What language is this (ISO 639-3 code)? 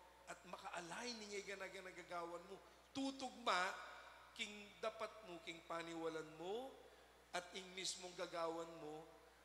pam